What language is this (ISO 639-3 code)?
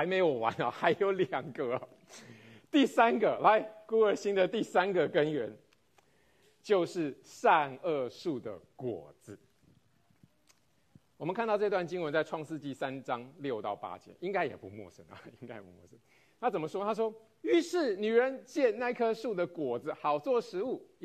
zho